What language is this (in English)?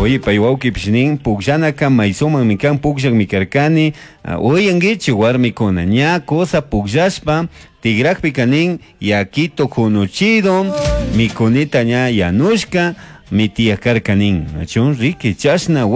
Chimborazo Highland Quichua